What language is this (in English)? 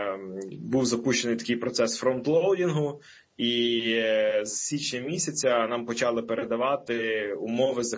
Ukrainian